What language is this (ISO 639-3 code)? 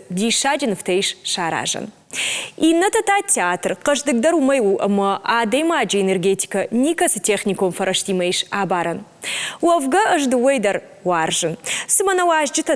oss